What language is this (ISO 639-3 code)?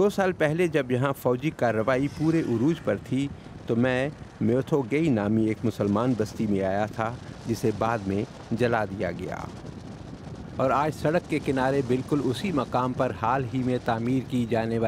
urd